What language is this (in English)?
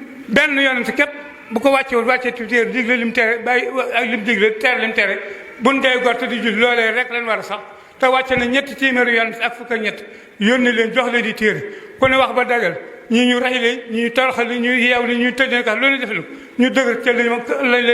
Wolof